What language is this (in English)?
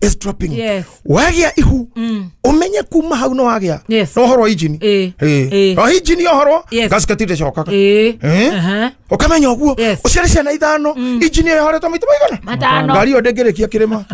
Kikuyu